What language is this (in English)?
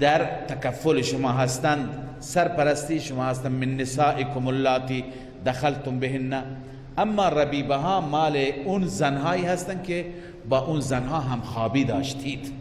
Persian